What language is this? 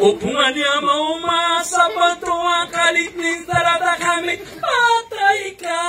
Maranao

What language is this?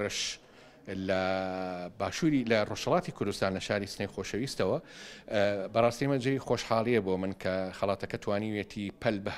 Central Kurdish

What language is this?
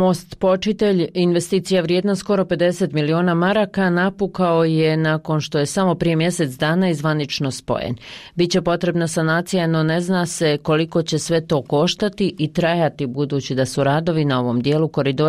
Bosnian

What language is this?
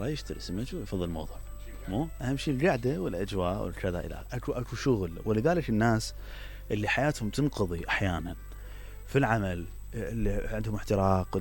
Mesopotamian Arabic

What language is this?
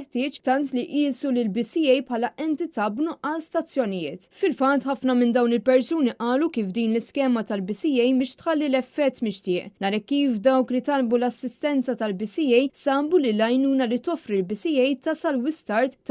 Maltese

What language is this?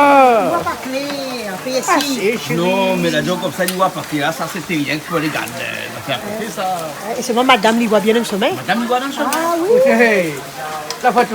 Réunion Creole French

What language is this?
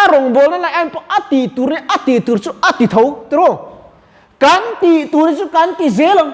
Mizo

